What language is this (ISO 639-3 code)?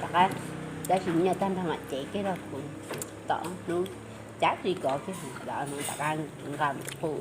hmn